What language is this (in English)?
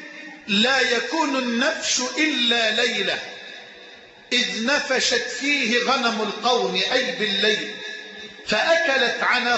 Arabic